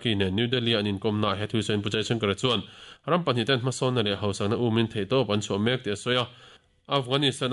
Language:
Mizo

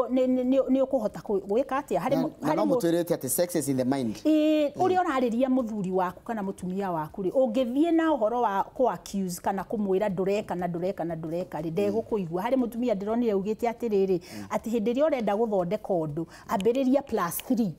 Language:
Kikuyu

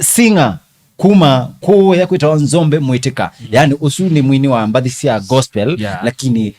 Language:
Kamba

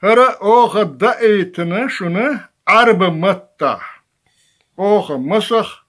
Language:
Chechen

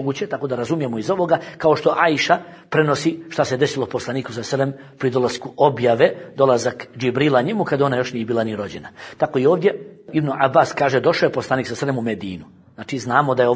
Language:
Bosnian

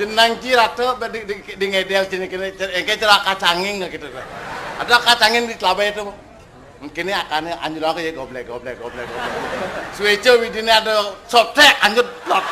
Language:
Balinese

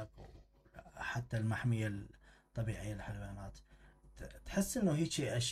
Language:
Mesopotamian Arabic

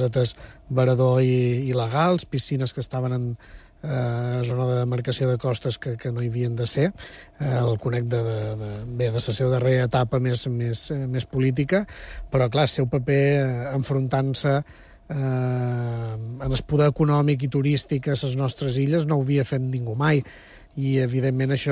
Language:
Catalan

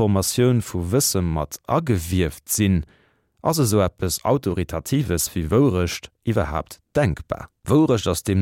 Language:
Luxembourgish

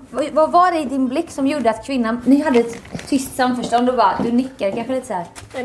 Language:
Swedish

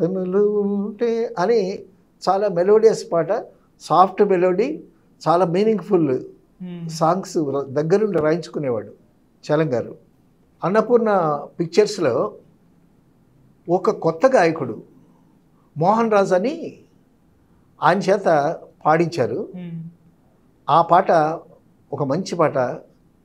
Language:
Telugu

